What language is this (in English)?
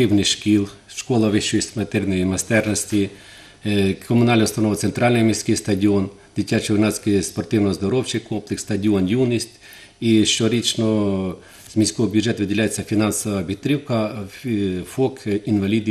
Ukrainian